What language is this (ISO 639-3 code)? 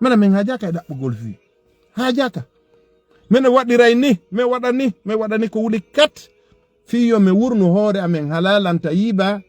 ful